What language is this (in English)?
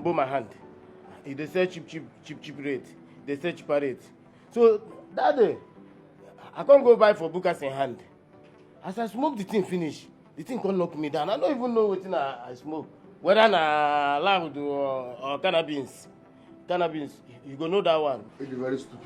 Nigerian Pidgin